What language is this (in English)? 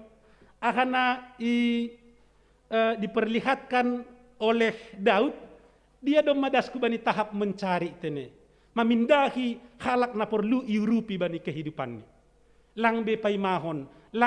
Batak Simalungun